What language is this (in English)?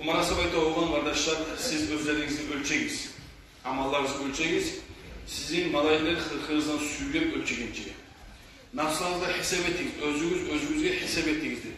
Kumyk